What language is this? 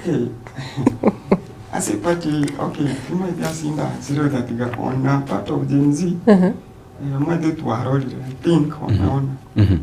Gusii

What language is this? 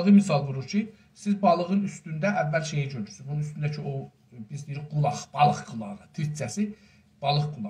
South Azerbaijani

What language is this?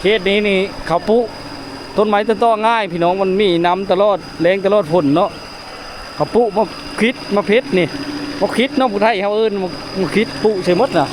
Lao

